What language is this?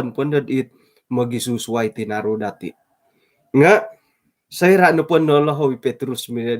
Central Dusun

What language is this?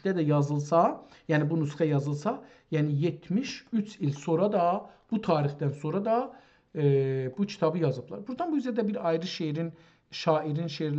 South Azerbaijani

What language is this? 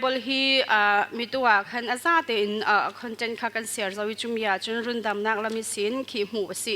Falam Chin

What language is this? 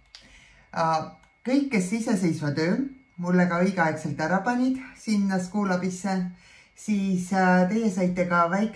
Estonian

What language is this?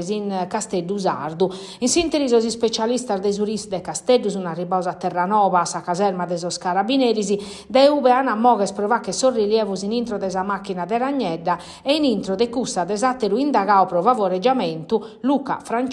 Sardinian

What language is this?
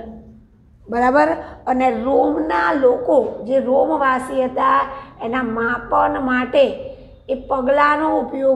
Gujarati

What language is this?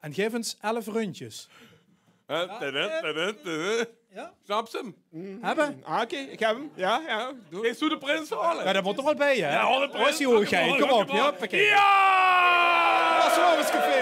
Limburgish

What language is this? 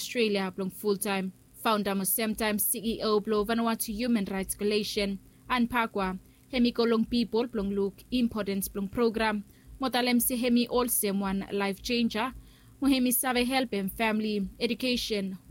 Bislama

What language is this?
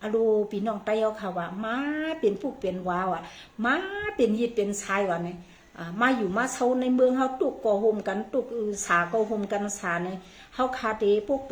Shan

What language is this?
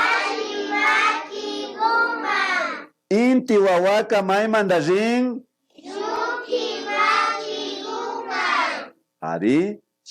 Imbabura Highland Quichua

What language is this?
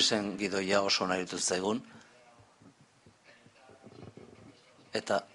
Basque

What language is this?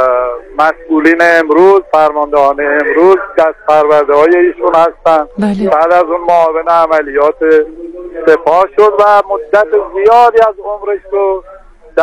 Persian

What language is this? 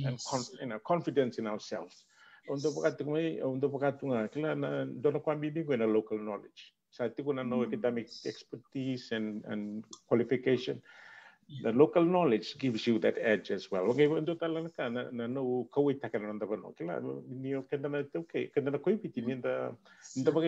Fijian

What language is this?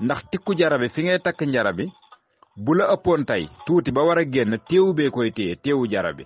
Wolof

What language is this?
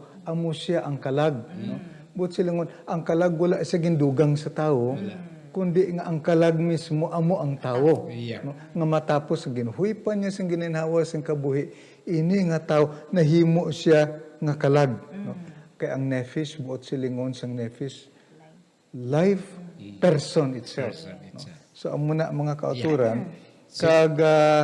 Hiligaynon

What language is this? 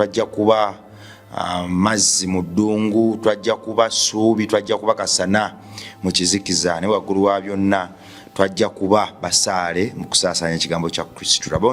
Ganda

